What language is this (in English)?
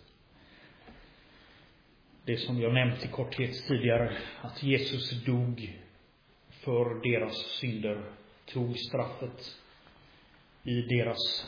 Swedish